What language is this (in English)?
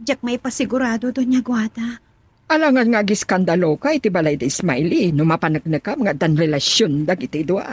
Iloko